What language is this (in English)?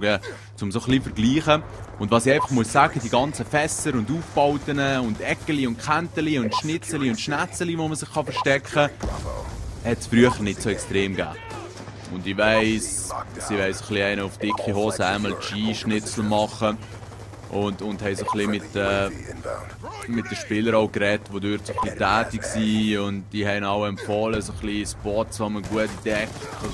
Swiss German